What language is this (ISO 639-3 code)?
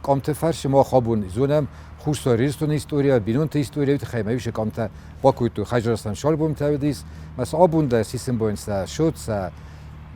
oss